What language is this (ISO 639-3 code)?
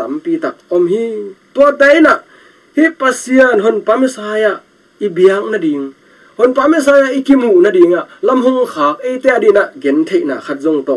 ctd